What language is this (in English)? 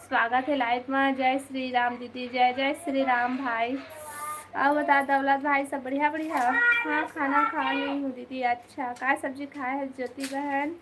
Chhattisgarhi